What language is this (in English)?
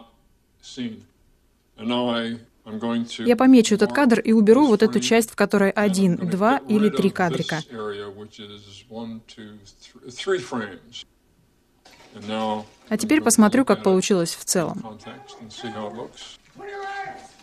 Russian